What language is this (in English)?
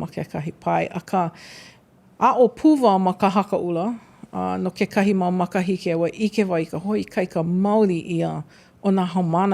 Hawaiian